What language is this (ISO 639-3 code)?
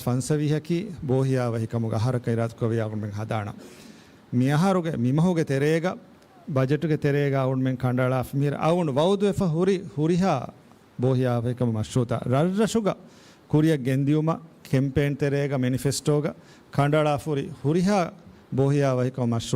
div